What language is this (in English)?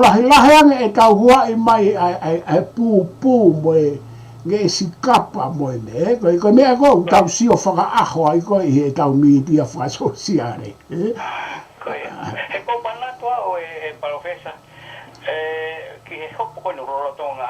Tongan